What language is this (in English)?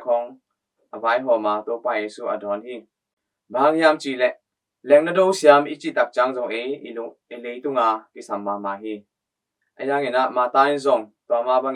Tedim Chin